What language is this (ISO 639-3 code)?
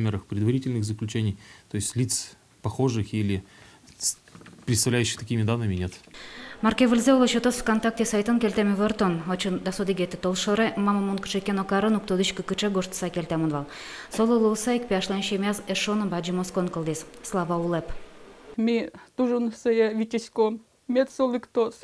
udm